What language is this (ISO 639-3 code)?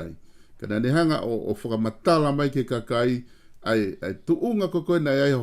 ton